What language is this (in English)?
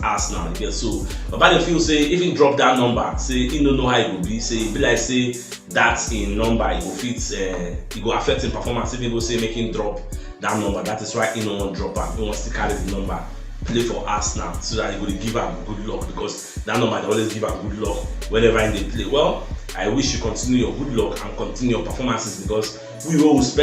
Nigerian Pidgin